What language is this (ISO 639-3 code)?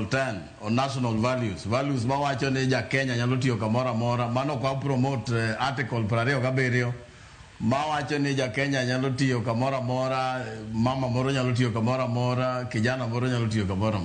luo